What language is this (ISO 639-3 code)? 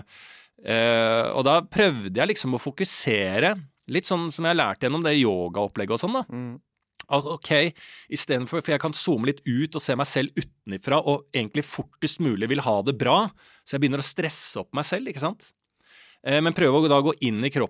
nor